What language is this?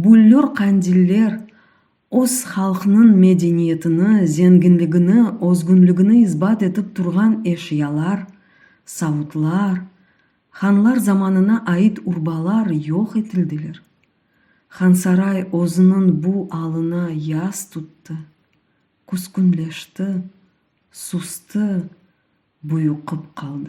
Crimean Tatar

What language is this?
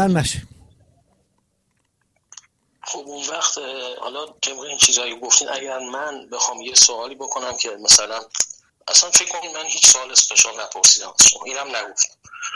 Persian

